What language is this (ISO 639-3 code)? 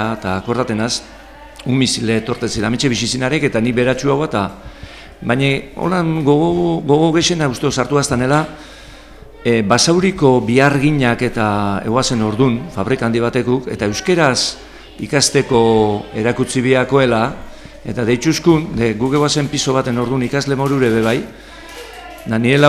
eus